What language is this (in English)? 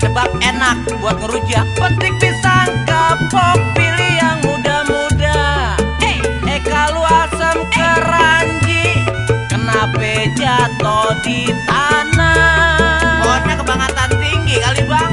Betawi